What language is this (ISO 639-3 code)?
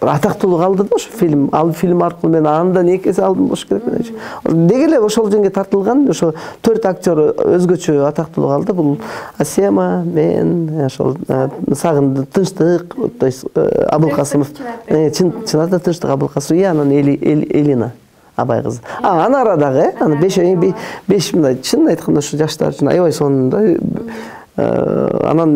kir